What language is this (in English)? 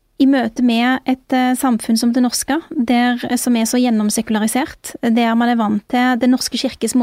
Norwegian